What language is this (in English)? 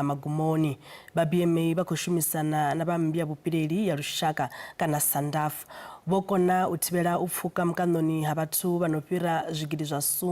Venda